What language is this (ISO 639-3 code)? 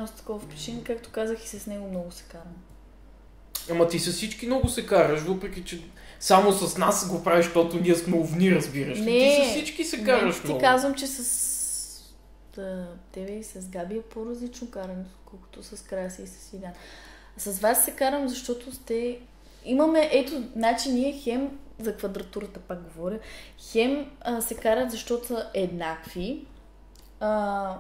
bul